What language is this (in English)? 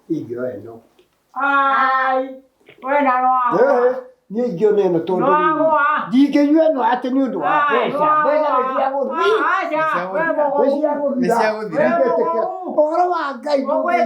Kikuyu